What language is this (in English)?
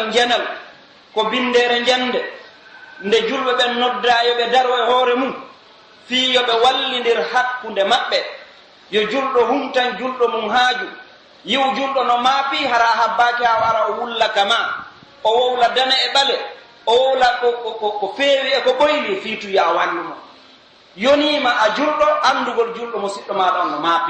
Pular